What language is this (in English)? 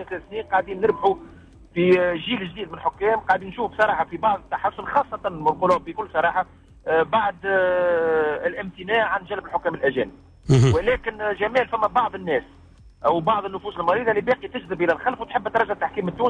Tunisian Arabic